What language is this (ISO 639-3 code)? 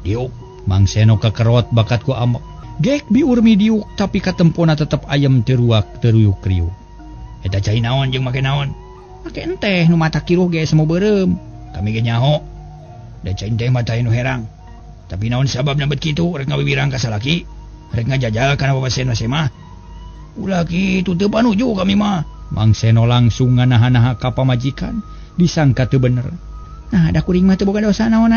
sun